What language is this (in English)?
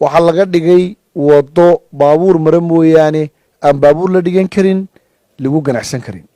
Somali